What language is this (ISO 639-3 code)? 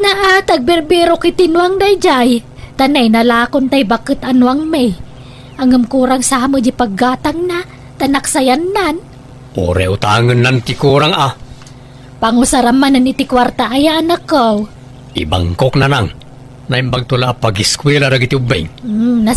ilo